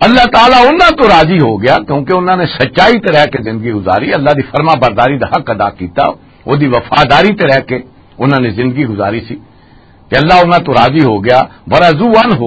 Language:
Western Panjabi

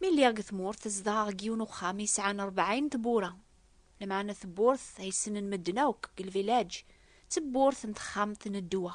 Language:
Kabyle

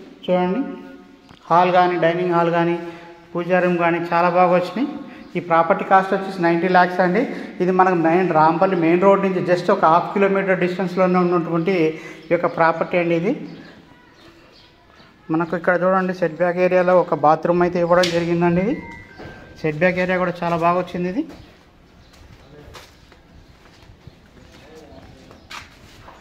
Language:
Telugu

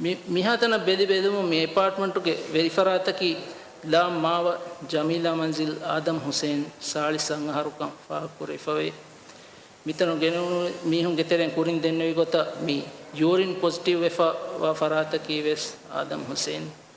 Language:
Divehi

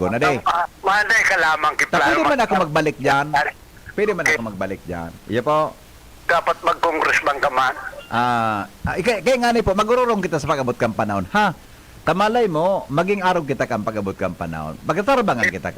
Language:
Bikol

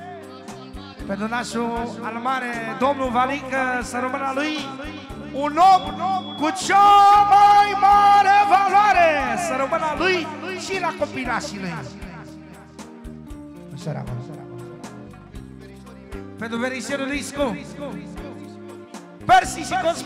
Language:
Romanian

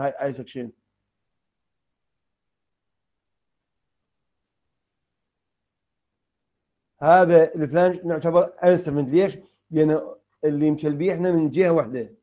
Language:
Mesopotamian Arabic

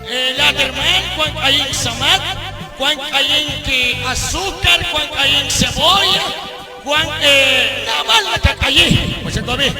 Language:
Kekchí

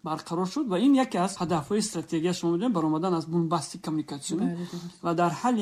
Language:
Tajik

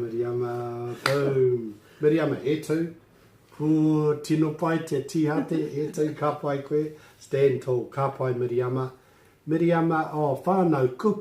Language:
Māori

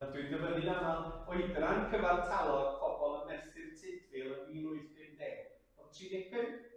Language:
Welsh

